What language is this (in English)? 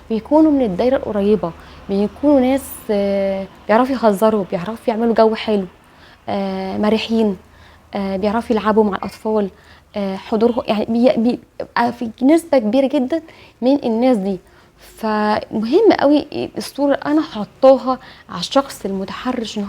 Egyptian Arabic